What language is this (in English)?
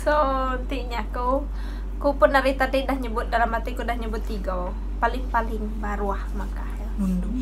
Iban